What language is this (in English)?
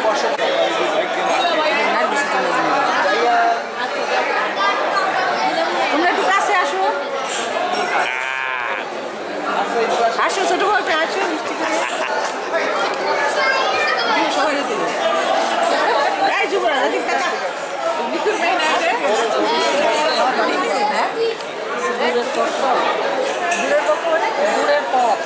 Bangla